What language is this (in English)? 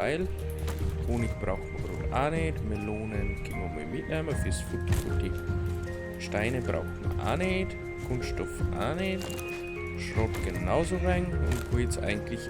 Bavarian